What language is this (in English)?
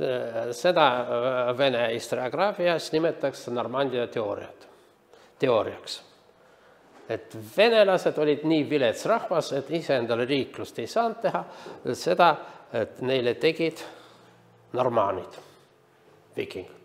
Estonian